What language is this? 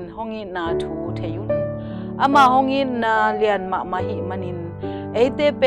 Tedim Chin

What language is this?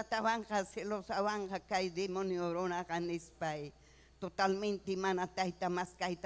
Ayacucho Quechua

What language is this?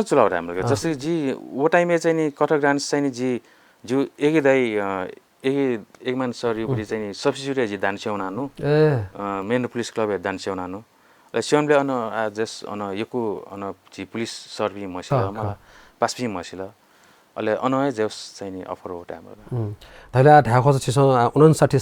Newari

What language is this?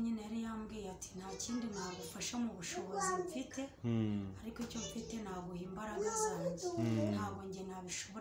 Kinyarwanda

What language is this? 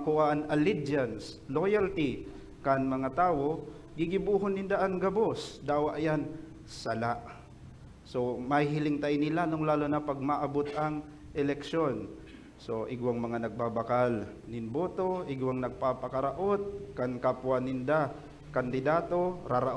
Bikol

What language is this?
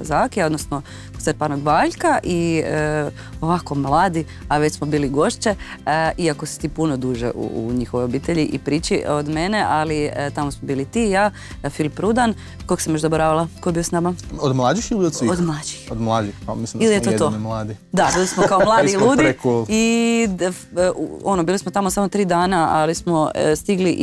Croatian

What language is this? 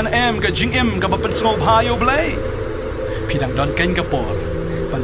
Khasi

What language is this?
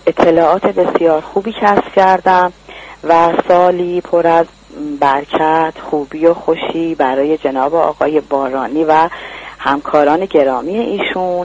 Persian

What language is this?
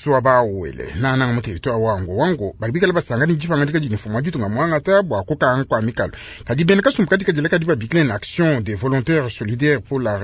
Luba-Lulua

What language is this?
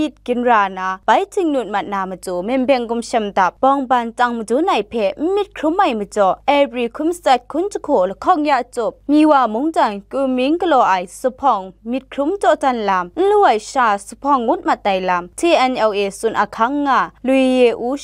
Kachin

